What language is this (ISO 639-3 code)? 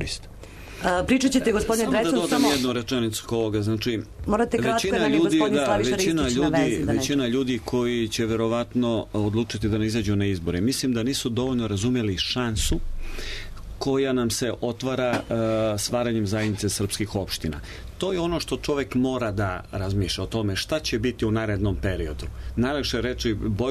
srp